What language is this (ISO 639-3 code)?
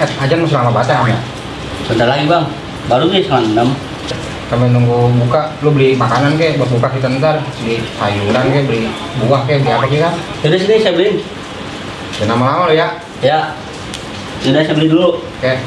bew